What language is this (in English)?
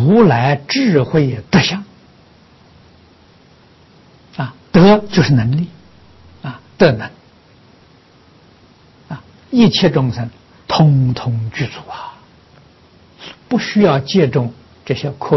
Chinese